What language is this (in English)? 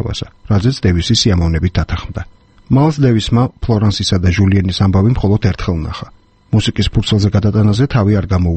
Georgian